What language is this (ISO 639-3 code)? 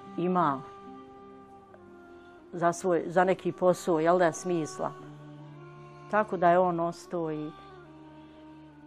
bos